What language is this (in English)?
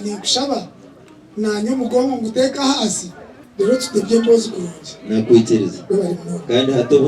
Nyankole